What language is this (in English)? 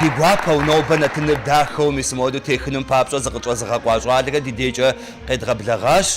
Kabardian